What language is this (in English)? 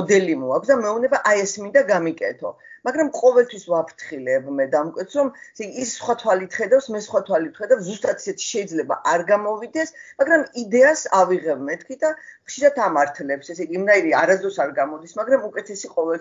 Georgian